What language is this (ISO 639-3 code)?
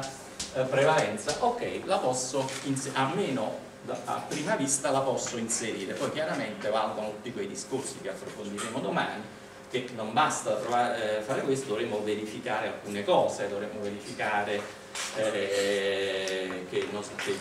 ita